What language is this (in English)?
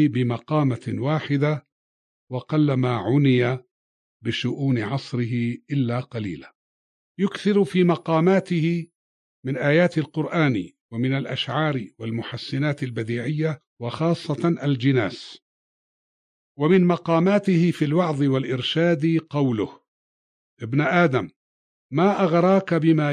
Arabic